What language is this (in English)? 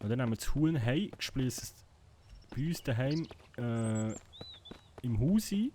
Swiss German